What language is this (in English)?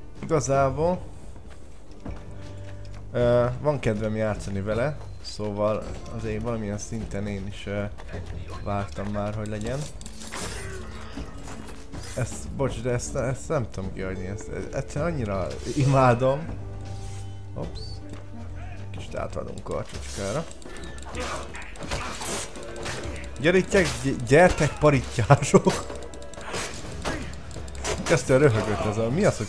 Hungarian